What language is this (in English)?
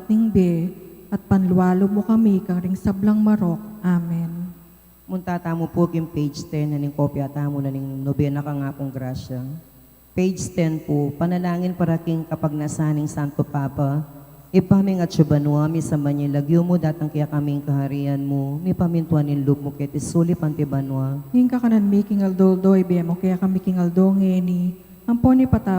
Pampanga